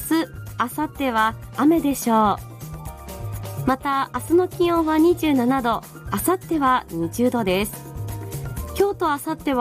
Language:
Japanese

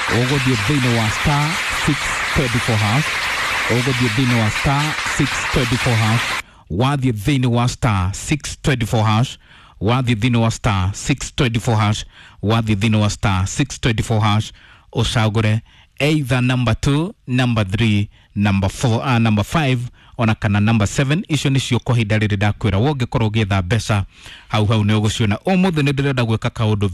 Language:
Kikuyu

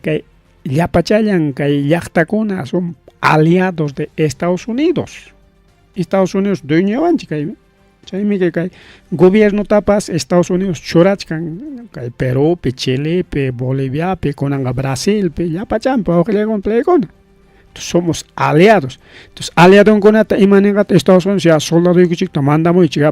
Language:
Ayacucho Quechua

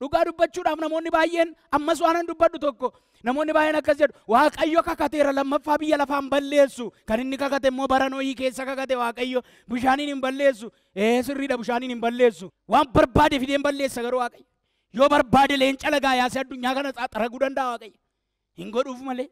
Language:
Oromo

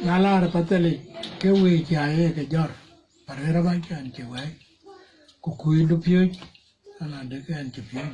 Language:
Dinka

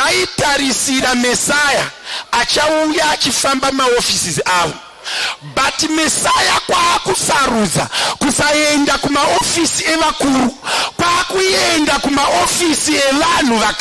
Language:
Shona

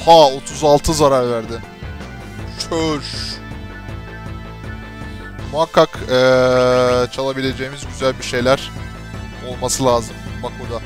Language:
Turkish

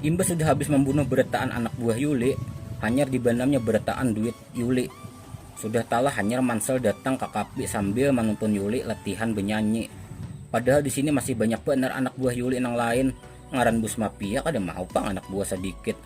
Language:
Banjar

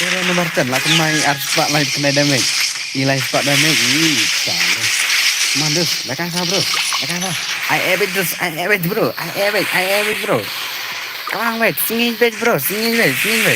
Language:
Khasi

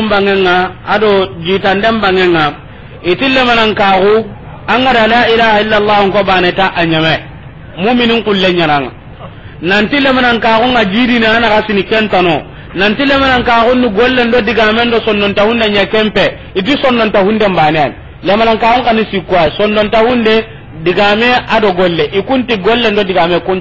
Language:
Soninke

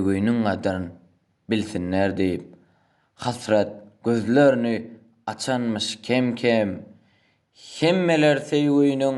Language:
Turkmen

